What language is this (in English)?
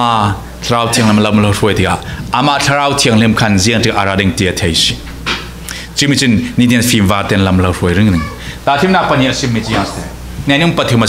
Falam Chin